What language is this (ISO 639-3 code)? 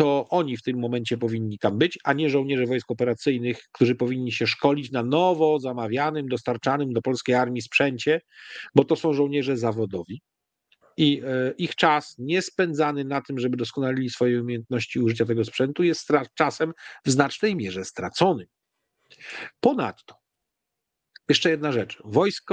pol